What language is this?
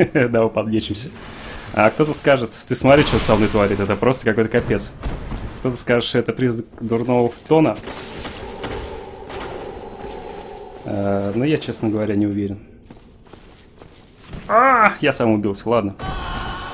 Russian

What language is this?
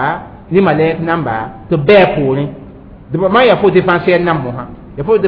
Mossi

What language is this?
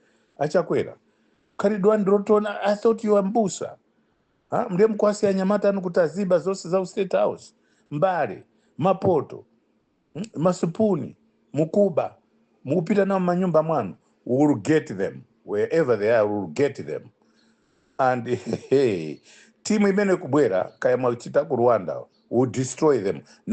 English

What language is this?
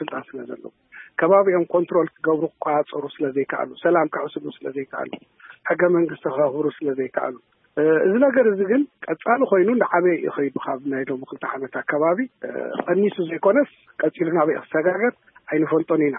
Tigrinya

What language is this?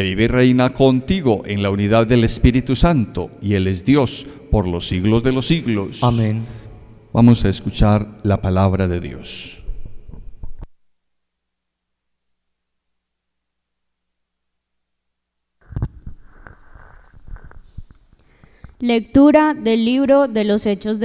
Spanish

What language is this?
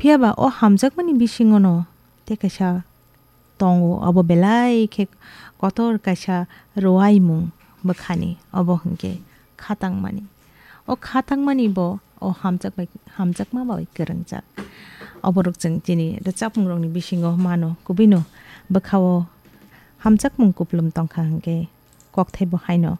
Kok Borok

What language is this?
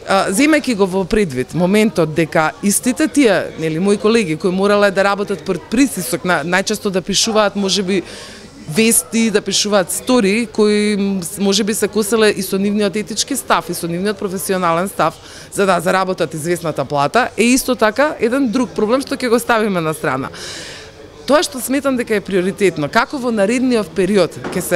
Macedonian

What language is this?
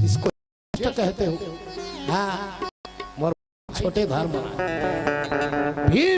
Chhattisgarhi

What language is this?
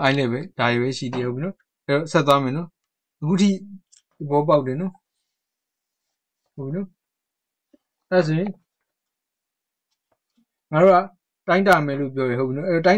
Burmese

